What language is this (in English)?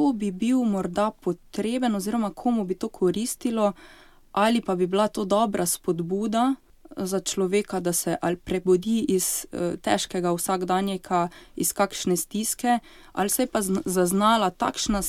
Slovenian